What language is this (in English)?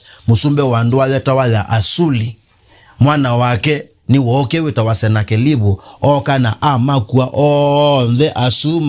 Kamba